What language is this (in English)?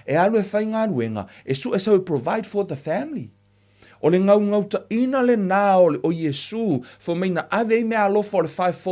Samoan